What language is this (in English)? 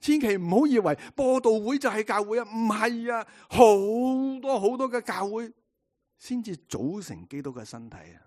Cantonese